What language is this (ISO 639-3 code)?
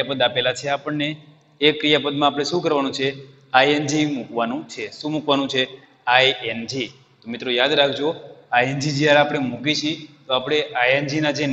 guj